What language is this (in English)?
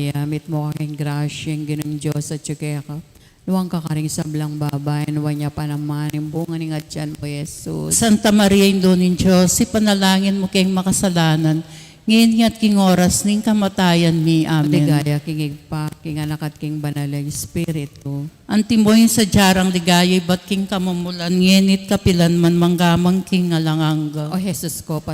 Pampanga